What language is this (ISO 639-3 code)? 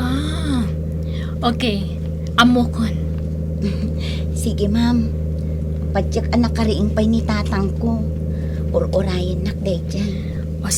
ilo